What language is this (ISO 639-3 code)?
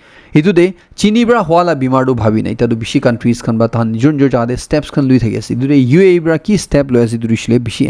nag